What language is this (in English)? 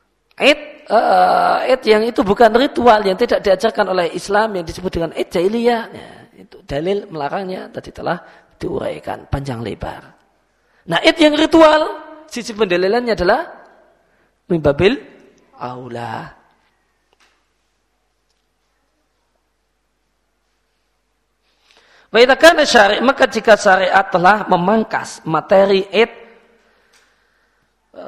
Indonesian